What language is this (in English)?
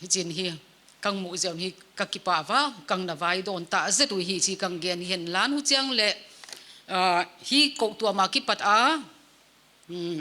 Paite Chin